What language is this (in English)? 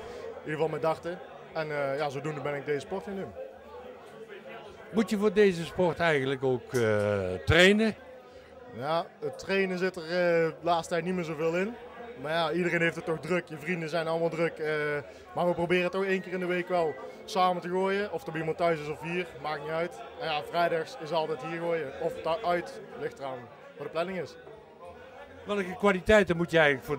Dutch